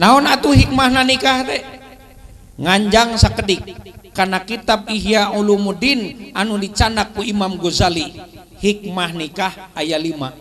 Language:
Sundanese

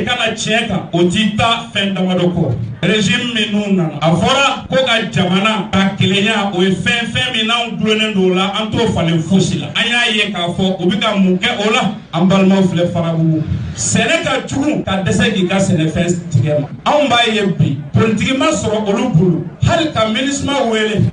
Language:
Bambara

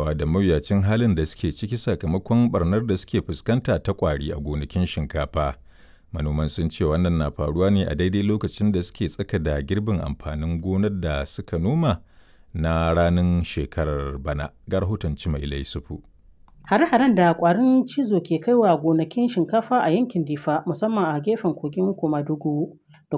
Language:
Hausa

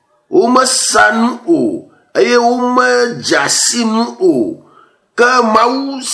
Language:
Ewe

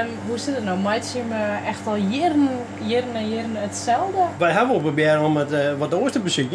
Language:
Western Frisian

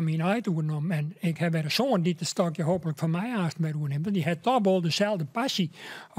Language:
Western Frisian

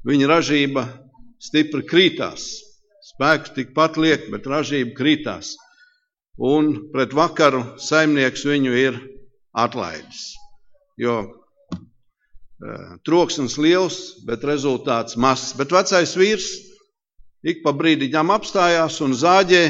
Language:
Latvian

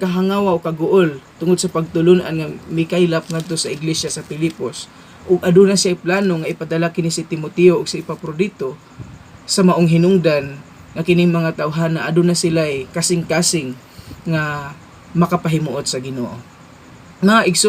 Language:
Cebuano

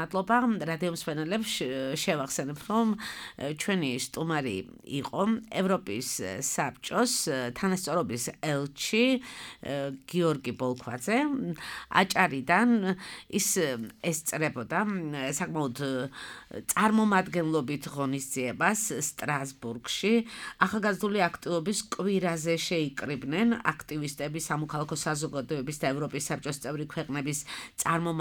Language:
Georgian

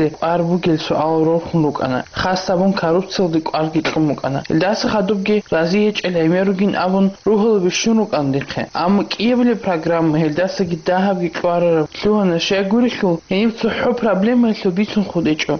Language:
Avaric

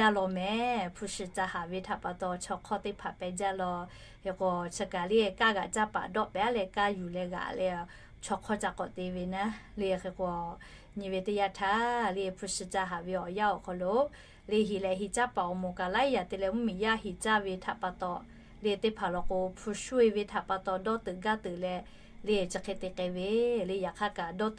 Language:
Lahu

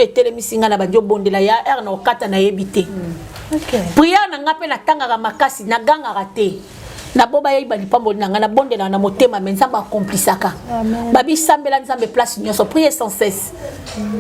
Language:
Lingala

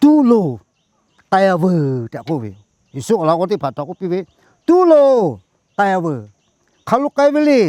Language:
Lahu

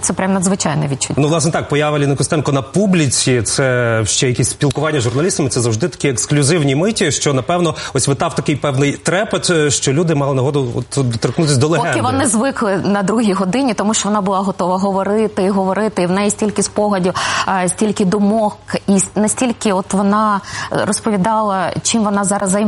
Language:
Ukrainian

